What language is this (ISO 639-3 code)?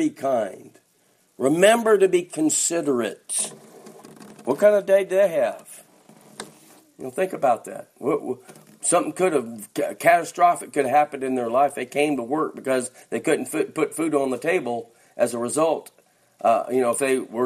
eng